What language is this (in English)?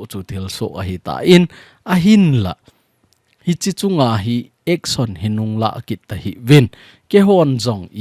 Thado Chin